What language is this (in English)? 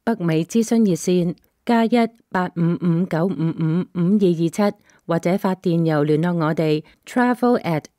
Cantonese